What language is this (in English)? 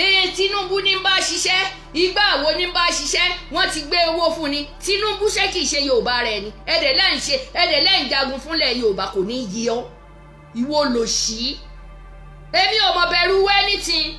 Yoruba